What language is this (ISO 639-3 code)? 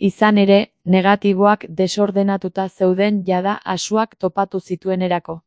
eus